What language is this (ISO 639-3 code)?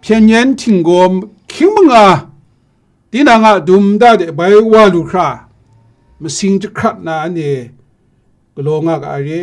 kac